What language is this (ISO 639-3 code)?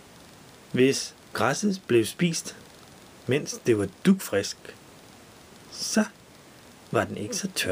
dan